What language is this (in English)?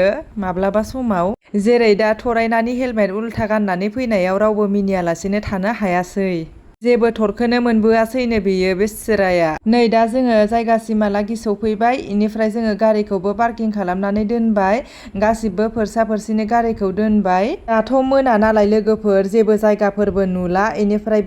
Bodo